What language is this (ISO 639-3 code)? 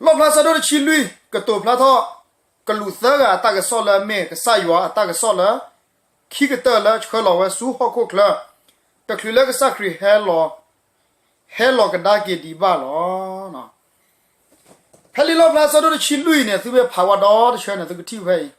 ksw